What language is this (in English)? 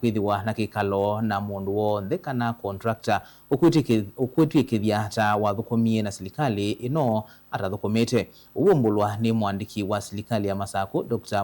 Kamba